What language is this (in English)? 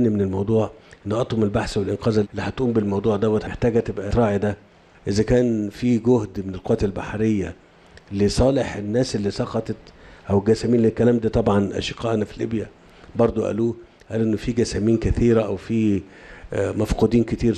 Egyptian Arabic